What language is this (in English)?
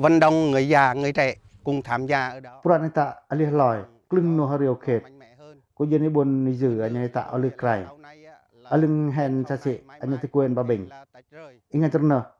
Pacoh